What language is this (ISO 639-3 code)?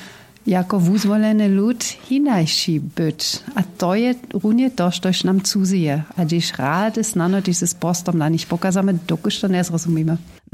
hsb